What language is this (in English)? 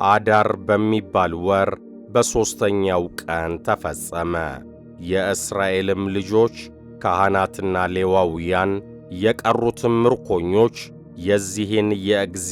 Amharic